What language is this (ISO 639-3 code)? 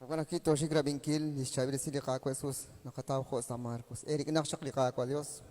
kek